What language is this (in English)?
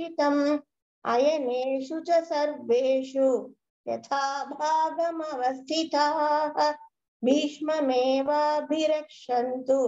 Sanskrit